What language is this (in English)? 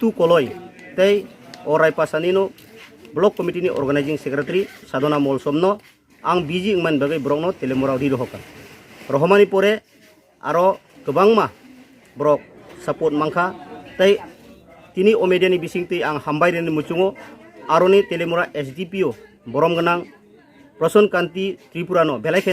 Riang (India)